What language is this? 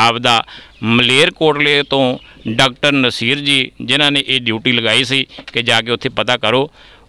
Punjabi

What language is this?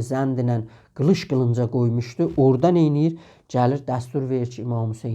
South Azerbaijani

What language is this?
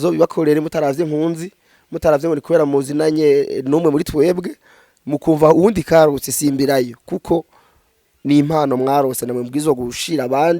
Rundi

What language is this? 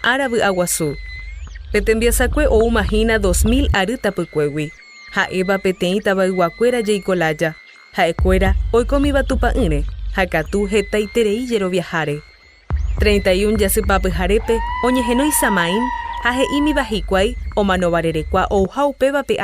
Guarani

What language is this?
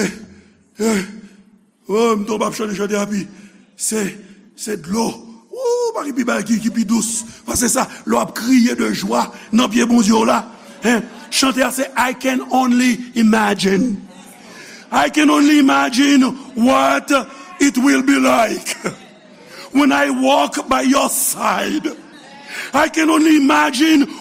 Haitian Creole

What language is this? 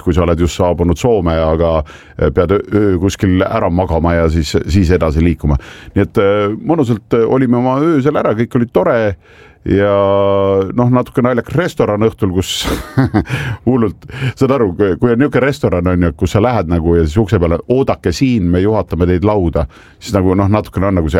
Estonian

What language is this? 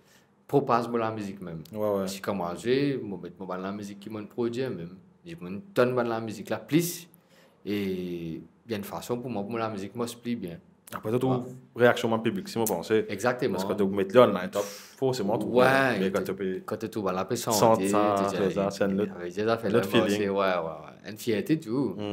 Morisyen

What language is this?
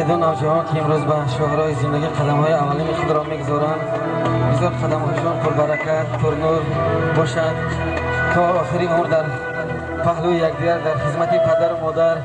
Tajik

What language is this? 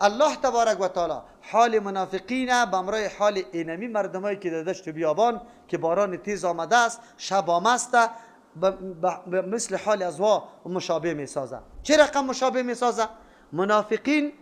Persian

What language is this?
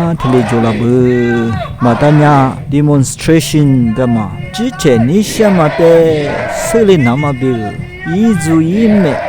Lisu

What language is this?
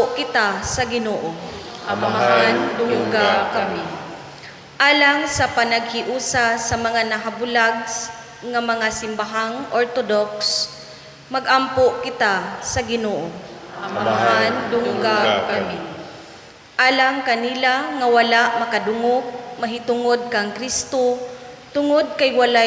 Cebuano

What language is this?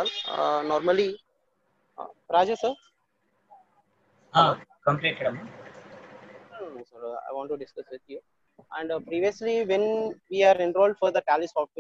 Telugu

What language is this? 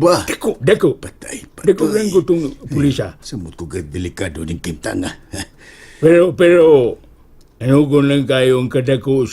Cebuano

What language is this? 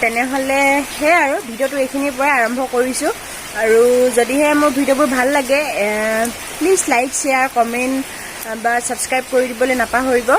Assamese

